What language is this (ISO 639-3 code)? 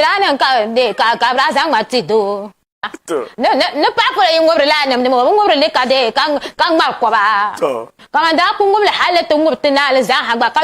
dag